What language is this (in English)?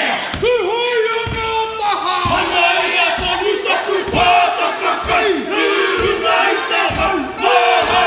Māori